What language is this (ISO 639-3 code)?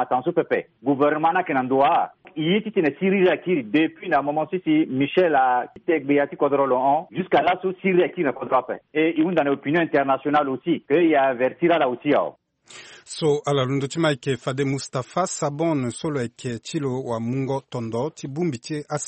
sag